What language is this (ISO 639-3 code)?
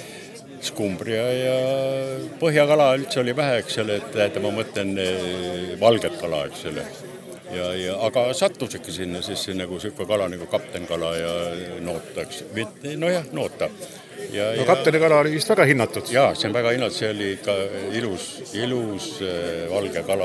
est